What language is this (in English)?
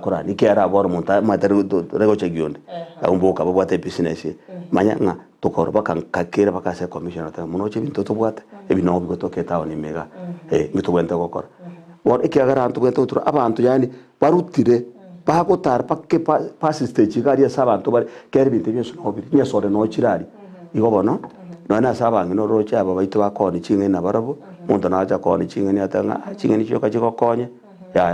Gusii